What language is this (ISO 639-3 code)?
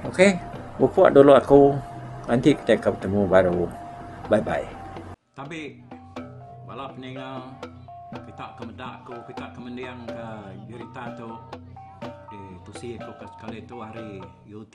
iba